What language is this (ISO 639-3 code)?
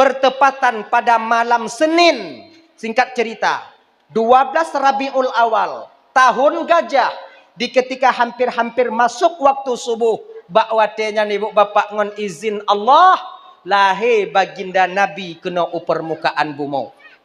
ace